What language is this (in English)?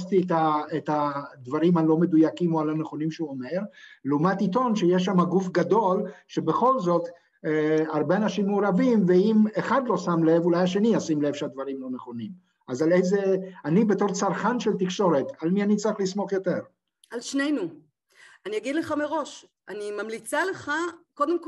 Hebrew